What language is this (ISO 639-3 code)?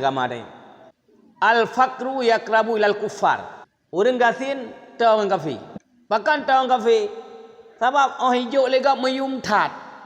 ace